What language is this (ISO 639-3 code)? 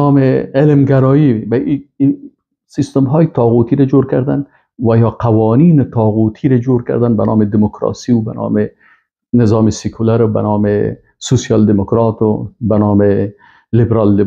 fas